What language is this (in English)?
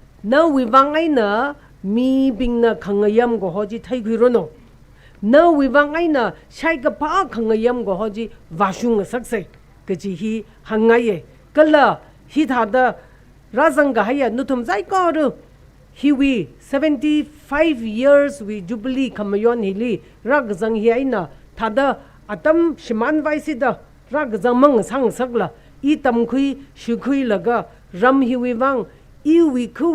Tangkhul Naga (India)